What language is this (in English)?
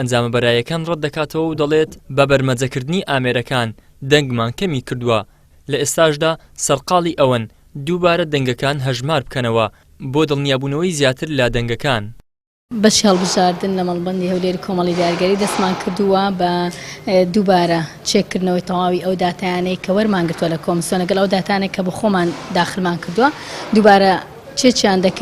Central Kurdish